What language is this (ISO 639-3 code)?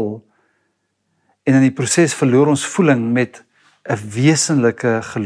afr